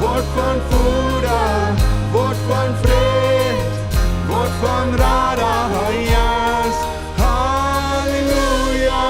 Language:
Plautdietsch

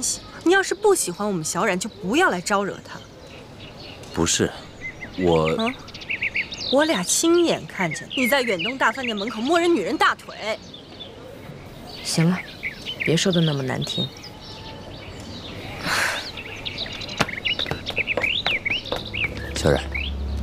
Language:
Chinese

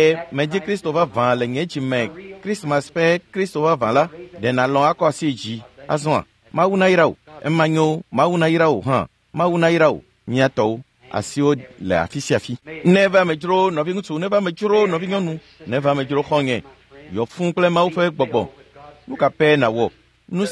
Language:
Ewe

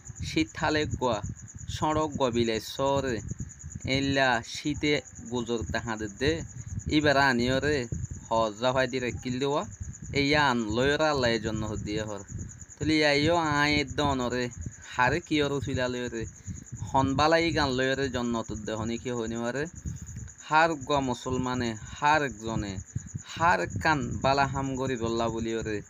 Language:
Rohingya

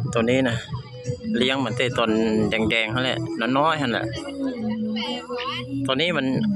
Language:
Lao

